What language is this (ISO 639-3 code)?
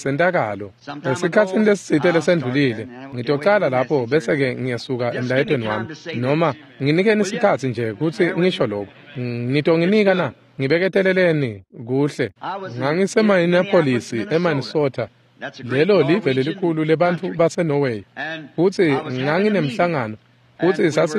ssw